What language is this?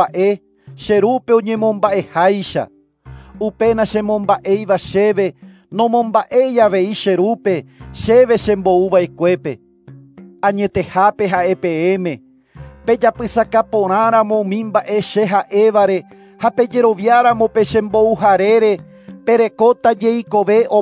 Guarani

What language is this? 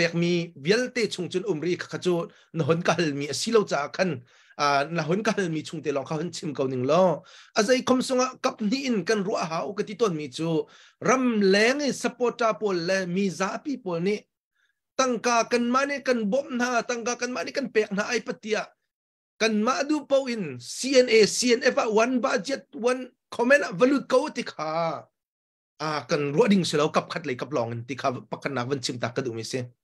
Hakha Chin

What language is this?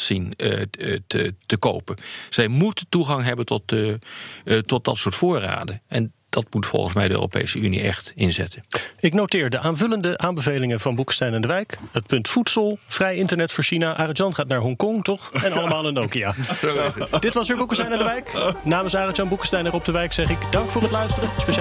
Dutch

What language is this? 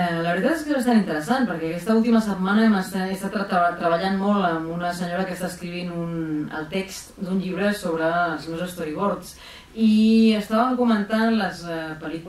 Catalan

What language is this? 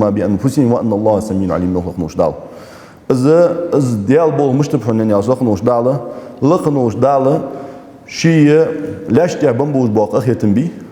Ingush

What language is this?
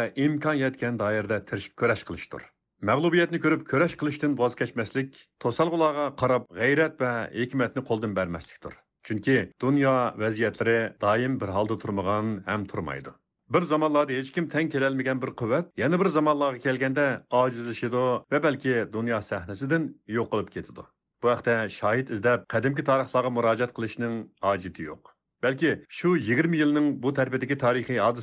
Uyghur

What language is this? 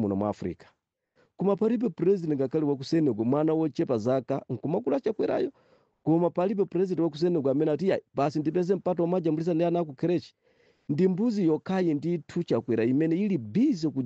Nyanja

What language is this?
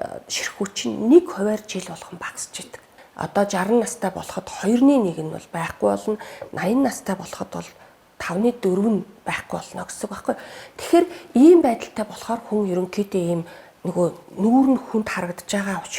Mongolian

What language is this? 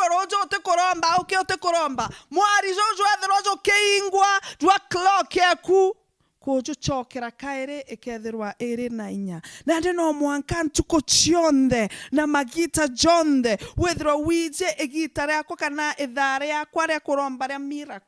Meru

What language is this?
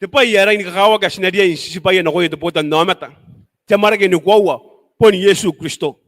Gilbertese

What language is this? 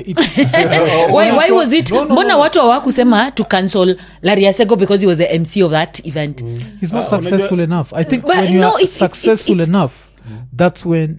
Swahili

